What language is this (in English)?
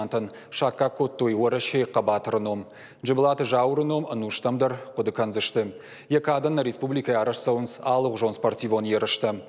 Ossetic